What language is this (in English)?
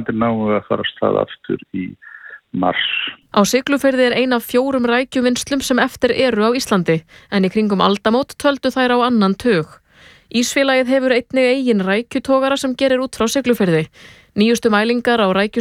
Icelandic